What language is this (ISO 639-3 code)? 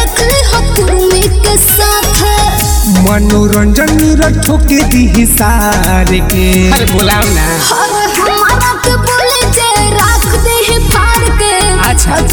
bho